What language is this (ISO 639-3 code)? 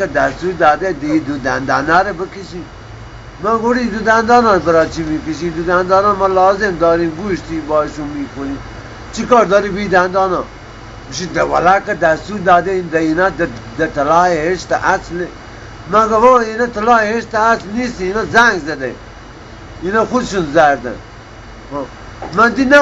bal